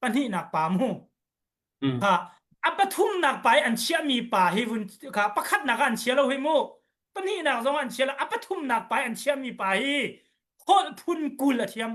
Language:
Hakha Chin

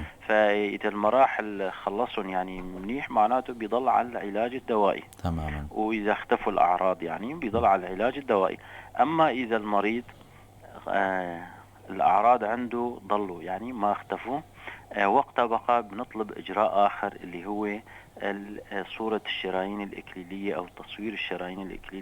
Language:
North Levantine Arabic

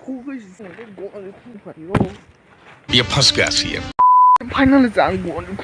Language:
Kok Borok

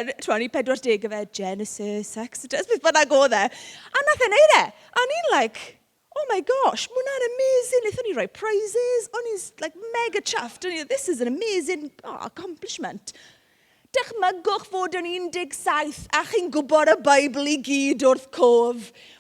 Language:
Welsh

